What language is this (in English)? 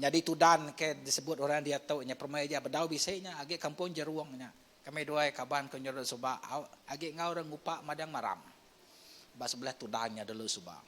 Iban